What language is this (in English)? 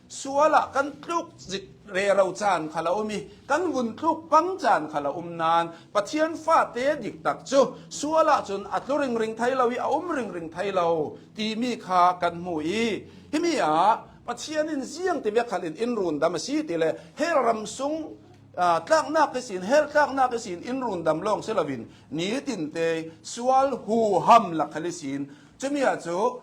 Hakha Chin